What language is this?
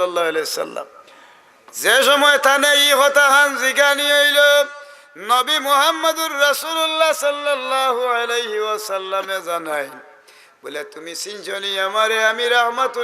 Sylheti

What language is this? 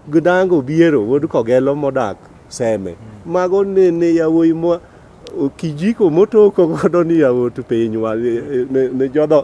Luo (Kenya and Tanzania)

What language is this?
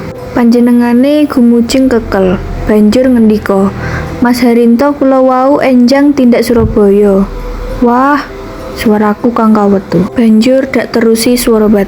Javanese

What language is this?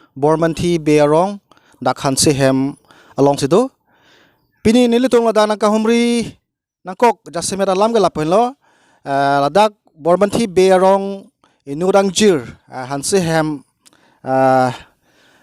Karbi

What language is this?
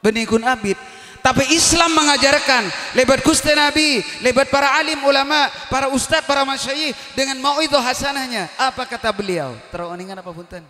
Madurese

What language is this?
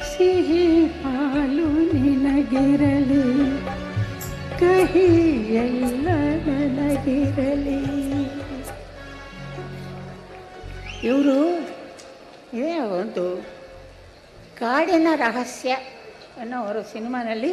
Kannada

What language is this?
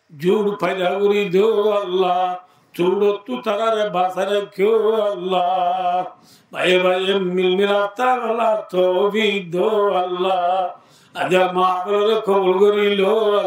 Rohingya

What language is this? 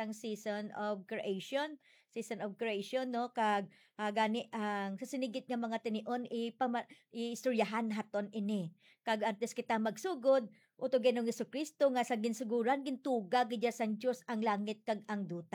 Hiligaynon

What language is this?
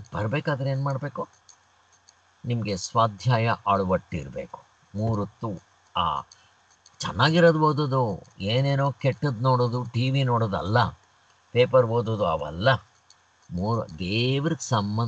Kannada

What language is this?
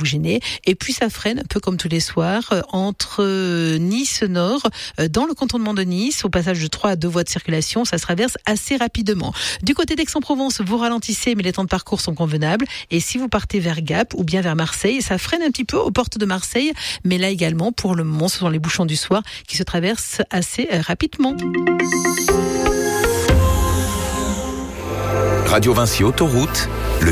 French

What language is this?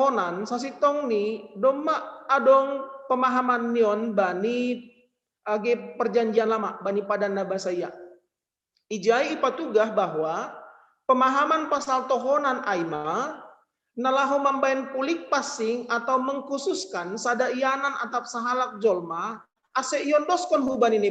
Batak Simalungun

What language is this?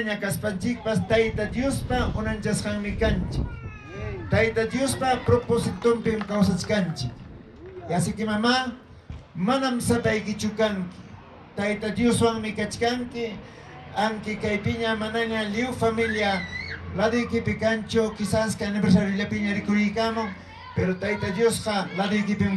Ayacucho Quechua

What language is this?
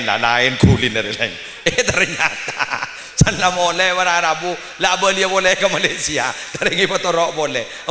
Madurese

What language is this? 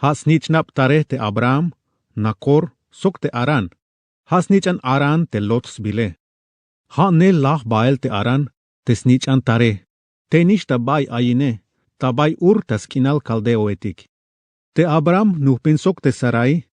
Tzeltal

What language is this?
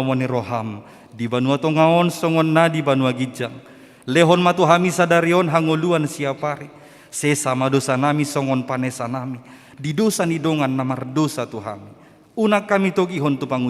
Batak Toba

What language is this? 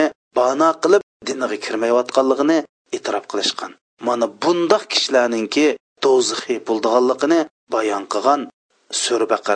Uyghur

